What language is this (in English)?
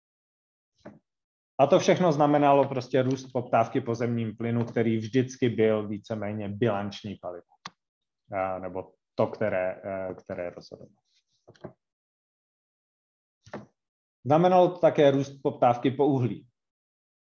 Czech